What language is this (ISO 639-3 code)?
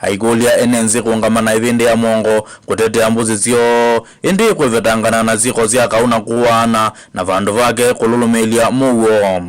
kam